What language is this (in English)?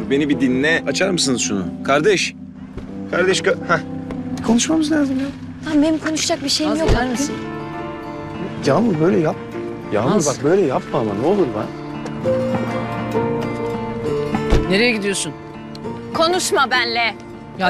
Turkish